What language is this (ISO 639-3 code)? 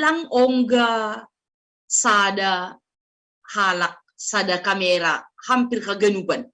bts